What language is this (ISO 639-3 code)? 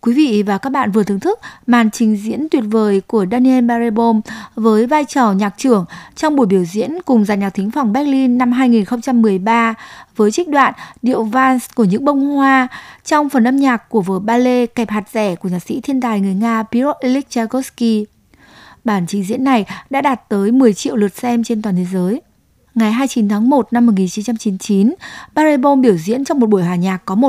vie